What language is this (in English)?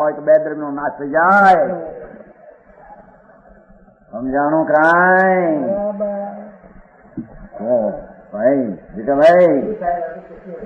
Gujarati